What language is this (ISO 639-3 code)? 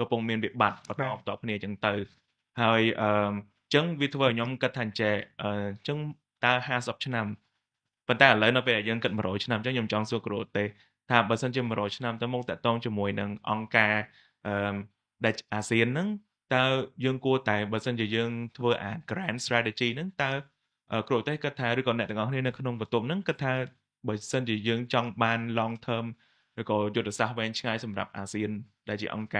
khm